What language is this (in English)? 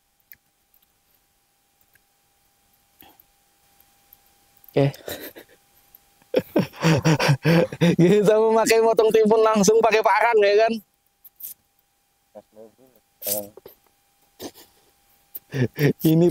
Indonesian